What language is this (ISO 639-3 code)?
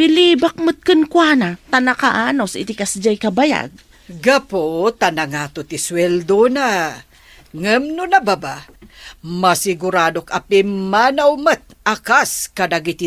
ilo